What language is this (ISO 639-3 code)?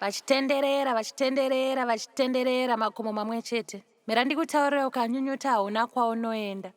sna